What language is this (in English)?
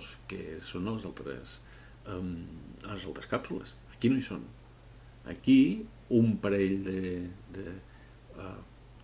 Catalan